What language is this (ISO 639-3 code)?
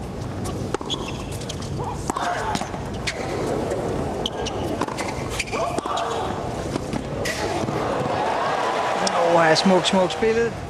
dan